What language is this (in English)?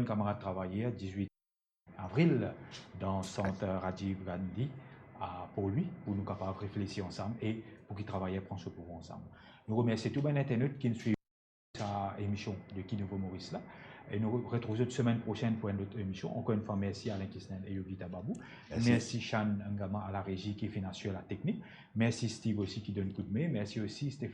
Morisyen